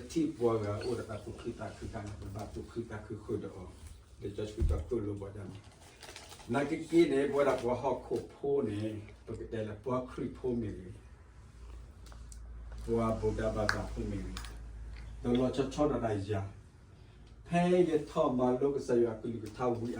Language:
S'gaw Karen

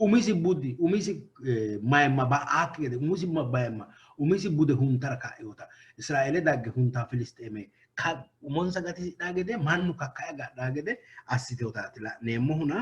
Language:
Sidamo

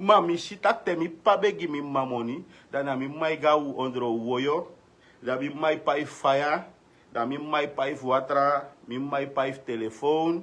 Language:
Sranan Tongo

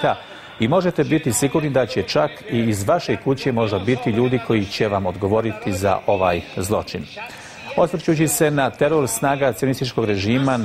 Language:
Bosnian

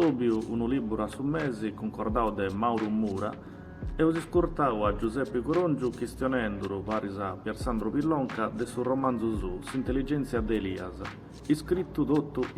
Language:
Sardinian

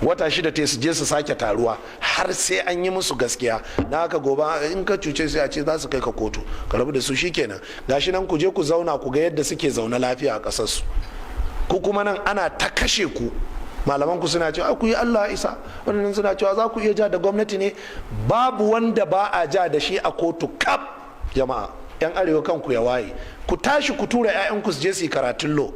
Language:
Hausa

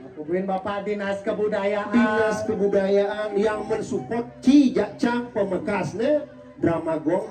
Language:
Balinese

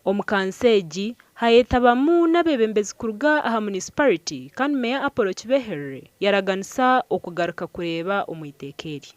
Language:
Nyankole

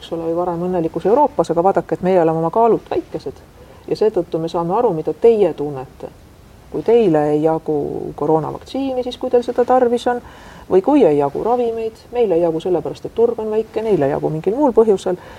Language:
Estonian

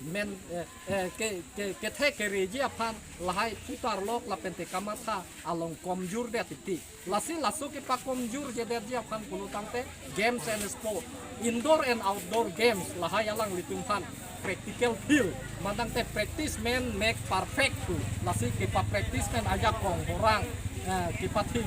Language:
Karbi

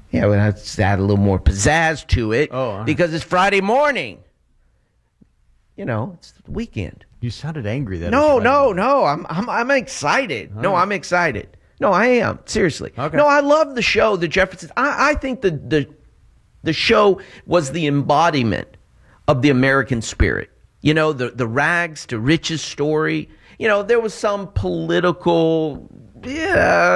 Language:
English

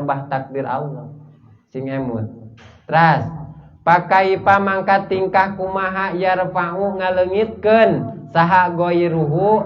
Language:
Sundanese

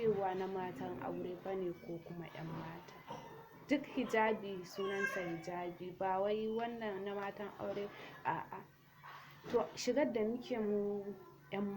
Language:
Hausa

